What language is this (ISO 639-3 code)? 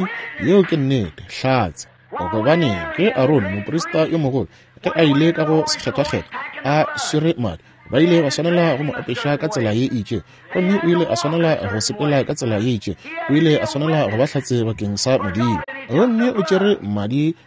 nso